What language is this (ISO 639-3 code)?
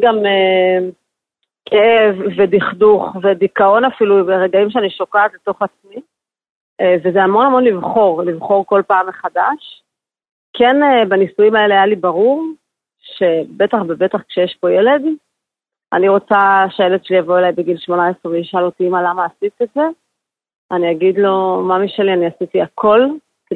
heb